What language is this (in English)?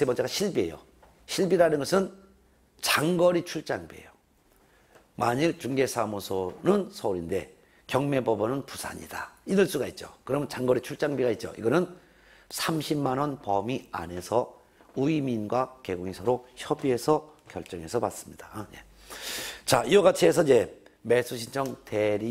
Korean